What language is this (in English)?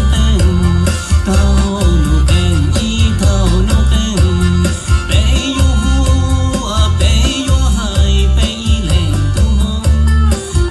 Hmong